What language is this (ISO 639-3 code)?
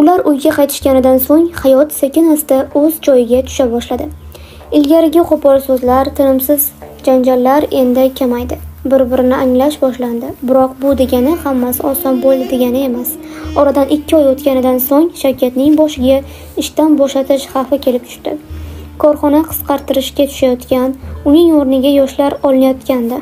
uzb